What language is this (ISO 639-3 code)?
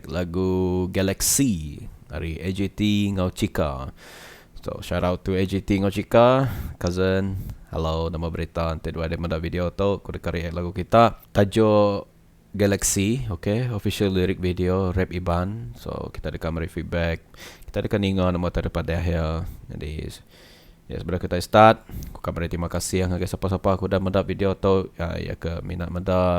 iba